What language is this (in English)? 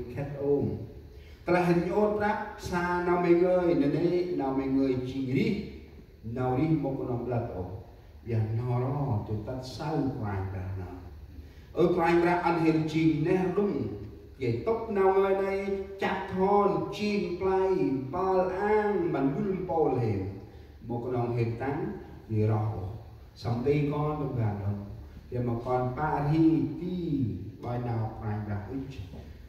Central Mnong